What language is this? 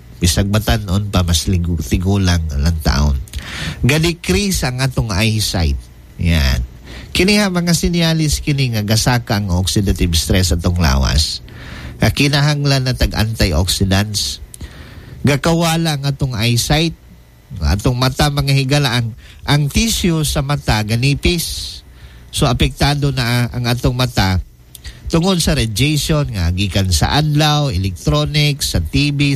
Cebuano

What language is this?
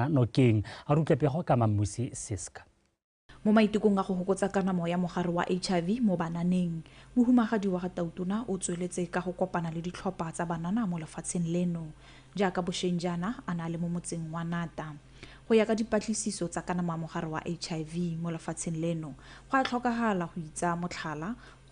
Tswana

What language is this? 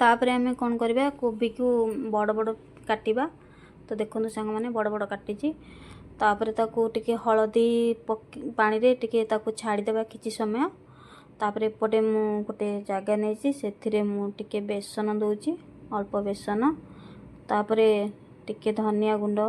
Odia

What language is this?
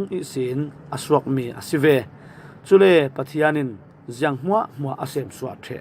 Falam Chin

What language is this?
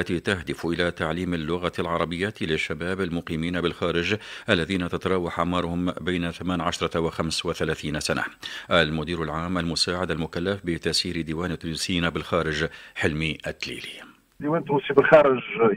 Tunisian Arabic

